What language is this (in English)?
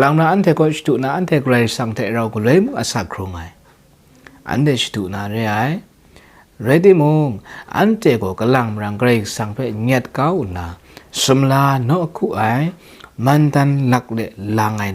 Kachin